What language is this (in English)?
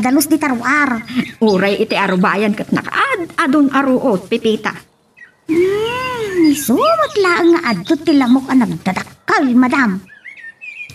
Iloko